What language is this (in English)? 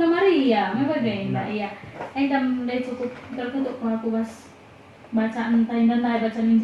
Batak Karo